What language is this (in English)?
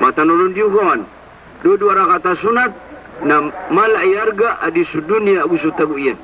Maranao